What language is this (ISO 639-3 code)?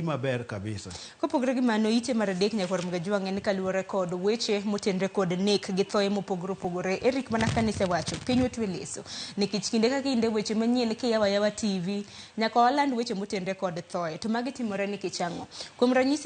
luo